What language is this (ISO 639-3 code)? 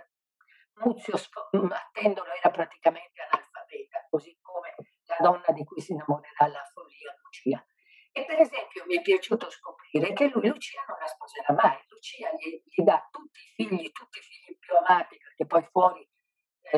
ita